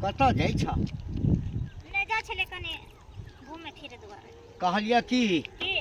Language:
Maithili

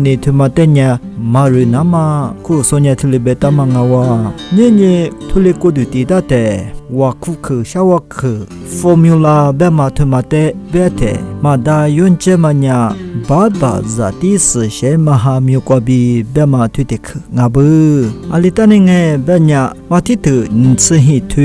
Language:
Lisu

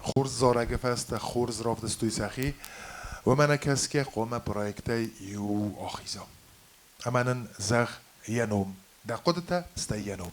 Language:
Ossetic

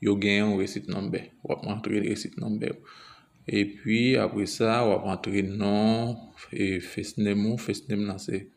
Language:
Haitian Creole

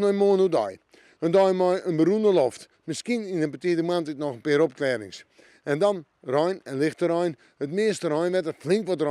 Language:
Western Frisian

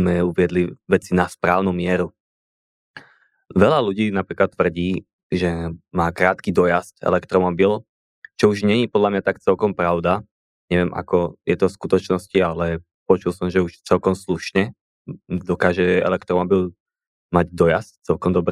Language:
Slovak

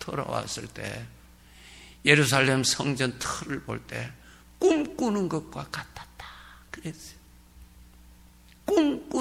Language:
Korean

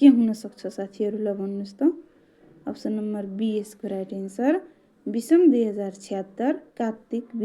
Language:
Nepali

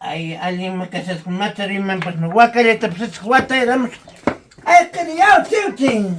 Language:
Ayacucho Quechua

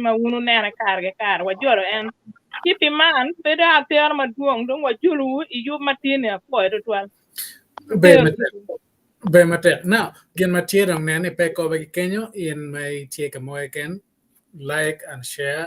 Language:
Acoli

